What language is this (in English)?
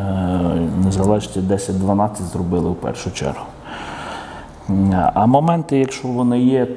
Ukrainian